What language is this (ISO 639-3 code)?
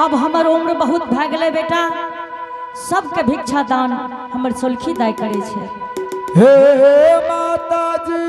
anp